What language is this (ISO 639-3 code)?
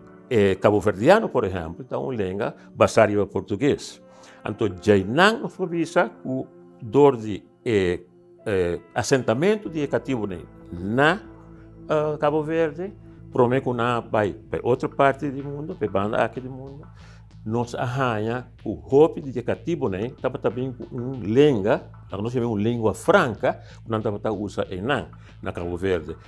pap